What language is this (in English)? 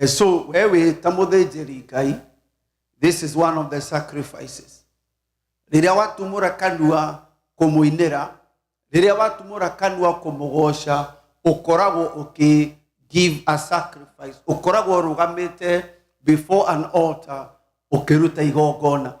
Kikuyu